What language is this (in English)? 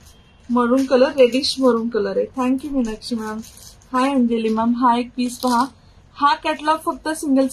Marathi